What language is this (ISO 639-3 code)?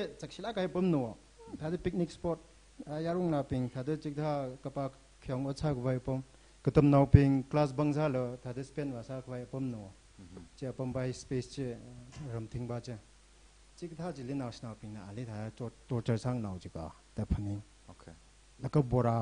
nmf